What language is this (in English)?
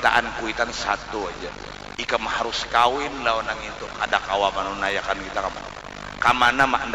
Banjar